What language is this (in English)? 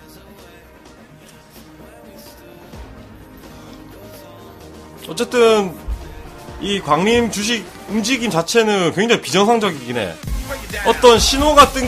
Korean